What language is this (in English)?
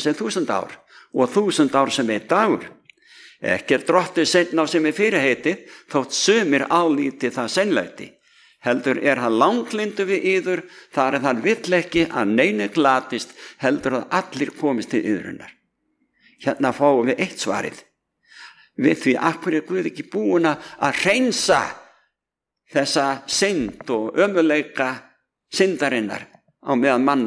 Icelandic